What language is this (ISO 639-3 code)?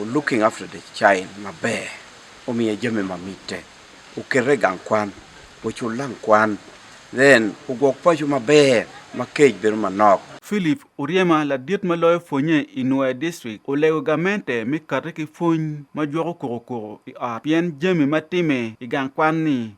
ach